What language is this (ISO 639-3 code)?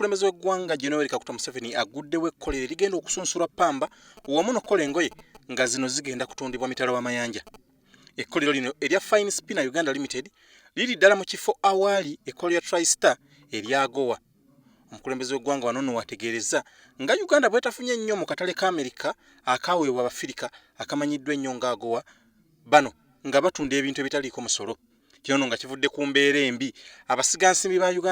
lug